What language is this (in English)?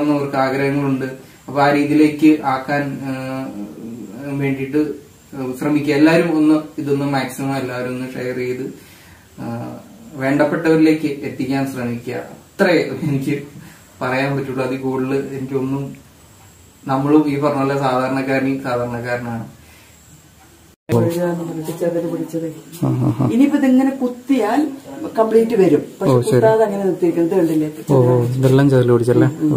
Malayalam